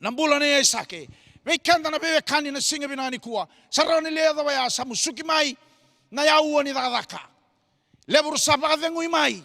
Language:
Fijian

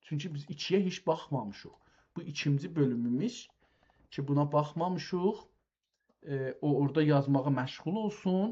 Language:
South Azerbaijani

